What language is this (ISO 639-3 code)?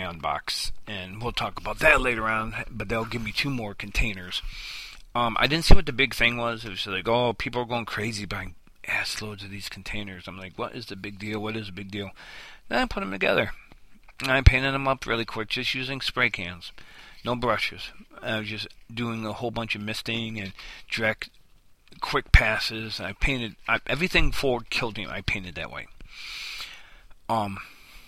eng